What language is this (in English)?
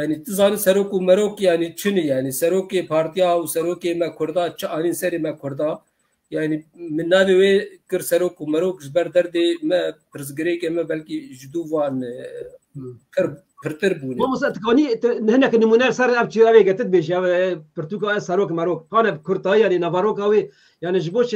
Kurdish